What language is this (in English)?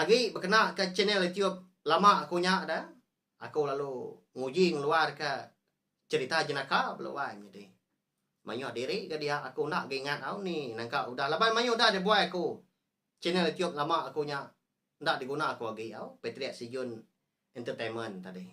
Iban